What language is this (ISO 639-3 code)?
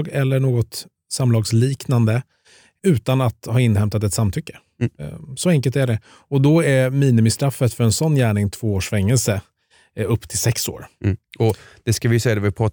swe